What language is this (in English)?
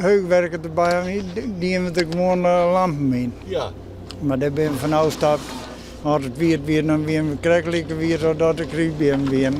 Western Frisian